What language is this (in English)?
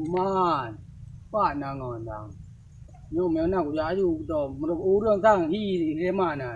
Achinese